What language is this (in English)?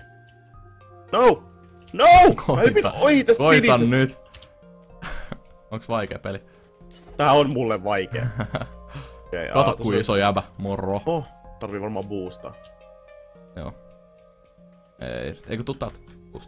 Finnish